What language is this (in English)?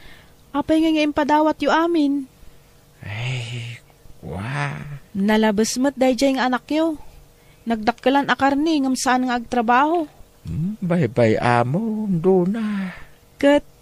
Iloko